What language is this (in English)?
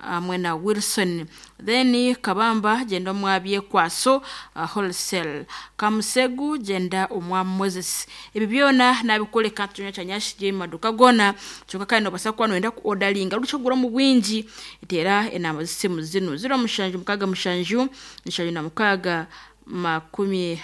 Nyankole